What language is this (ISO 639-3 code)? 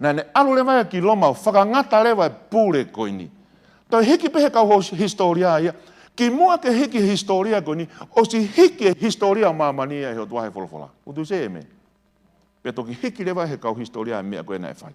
ton